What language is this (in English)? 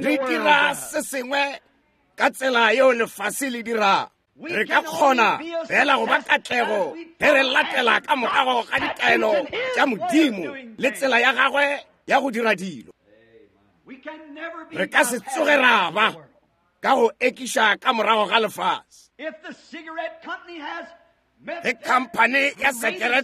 Northern Sotho